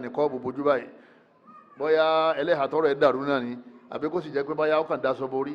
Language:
Yoruba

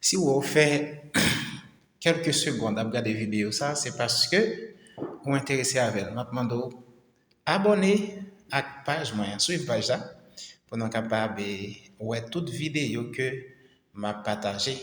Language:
Haitian Creole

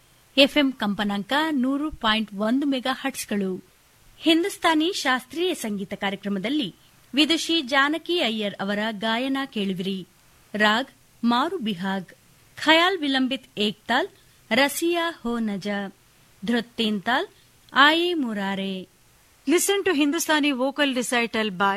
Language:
Kannada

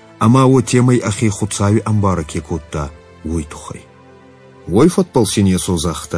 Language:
Ossetic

